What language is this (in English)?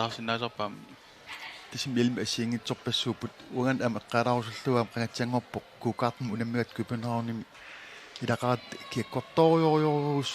Kalaallisut